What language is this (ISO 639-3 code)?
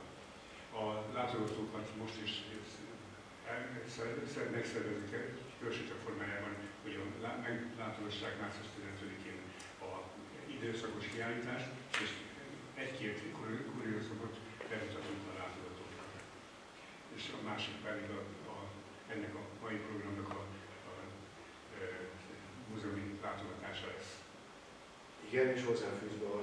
hun